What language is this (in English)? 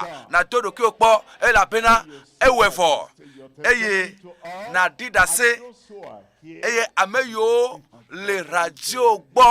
Ewe